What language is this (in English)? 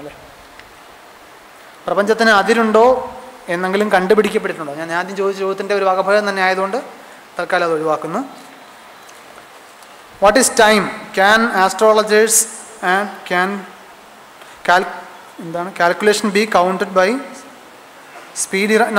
Malayalam